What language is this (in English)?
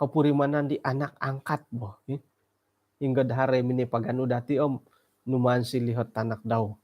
Central Dusun